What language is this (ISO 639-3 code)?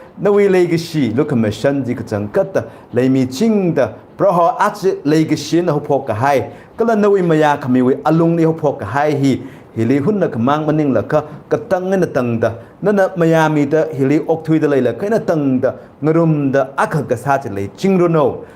nmf